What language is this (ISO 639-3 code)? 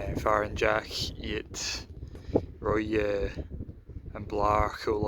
gla